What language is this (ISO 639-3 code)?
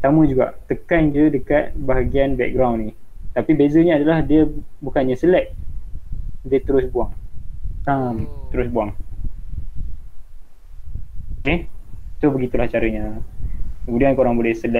msa